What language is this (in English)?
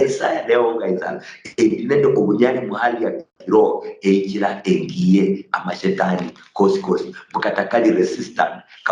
Luyia